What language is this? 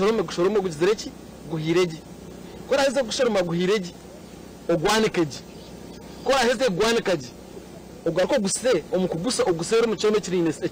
Nyankole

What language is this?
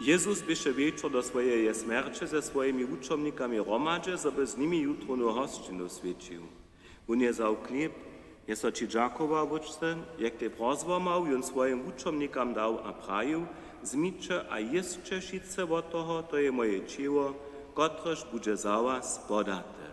Upper Sorbian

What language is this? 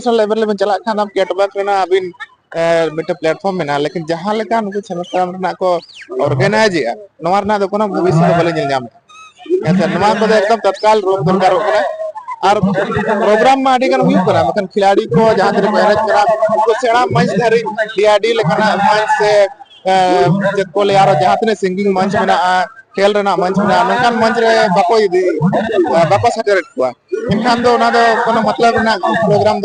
Santali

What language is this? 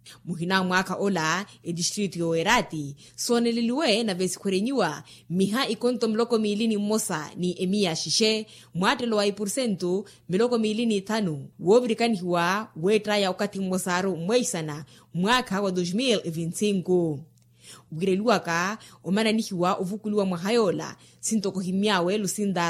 Makhuwa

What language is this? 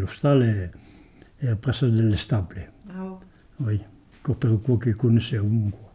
Occitan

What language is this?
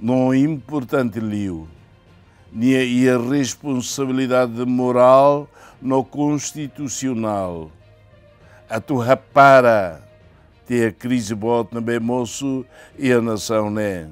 Tetum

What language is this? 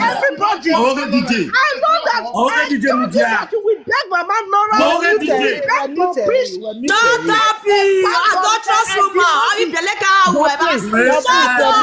Nigerian Pidgin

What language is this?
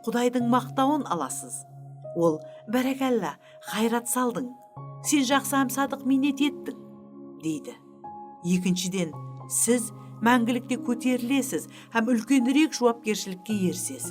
Kara-Kalpak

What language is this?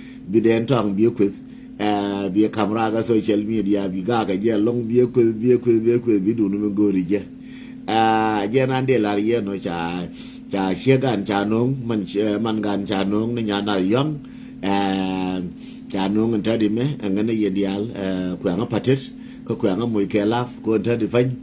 Nuer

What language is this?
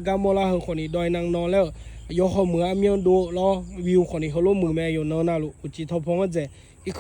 Akha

